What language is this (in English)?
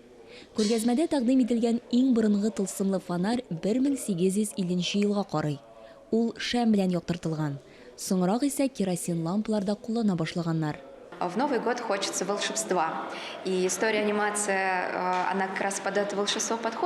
Tatar